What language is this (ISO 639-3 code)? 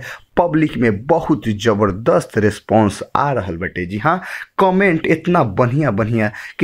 bho